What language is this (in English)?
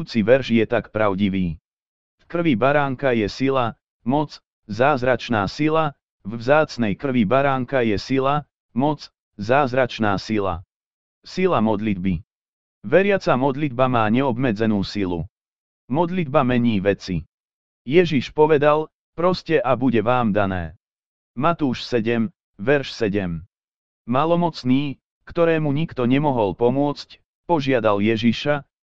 Slovak